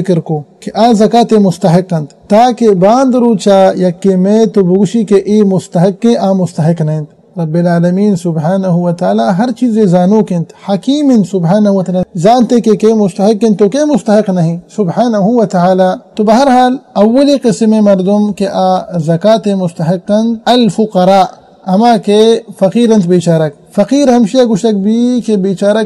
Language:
Baluchi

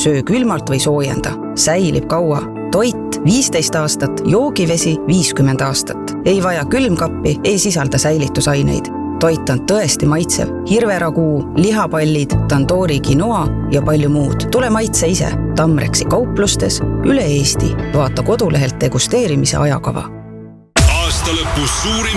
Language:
Estonian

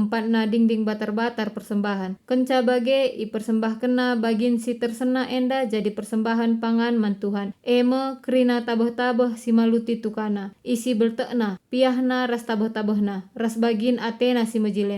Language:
Batak Karo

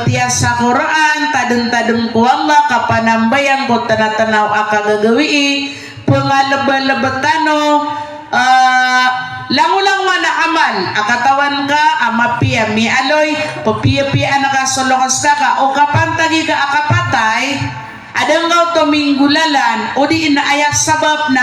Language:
Maranao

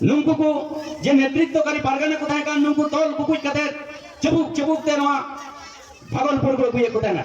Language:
Santali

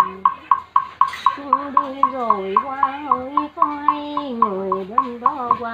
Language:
Vietnamese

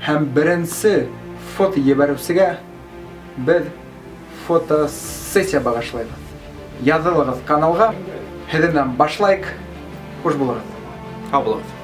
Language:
Bashkir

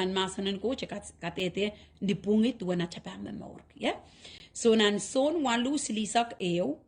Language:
Pohnpeian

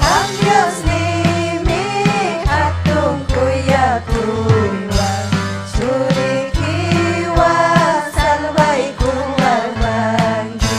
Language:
Ayacucho Quechua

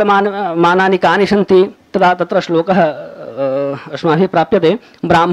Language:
Sanskrit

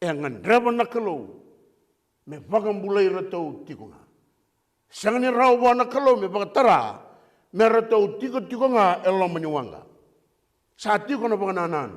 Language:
Fijian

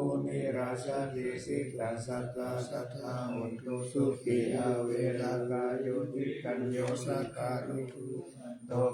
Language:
Pali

